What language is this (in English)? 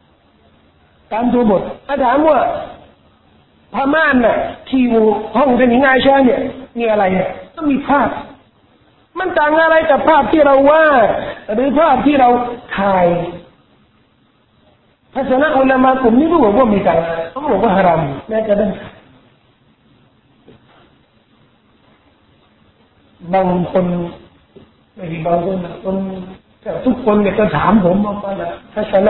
Thai